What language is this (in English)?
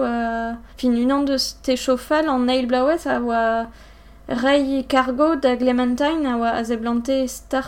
Breton